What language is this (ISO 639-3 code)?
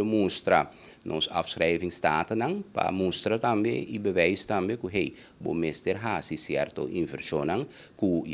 pap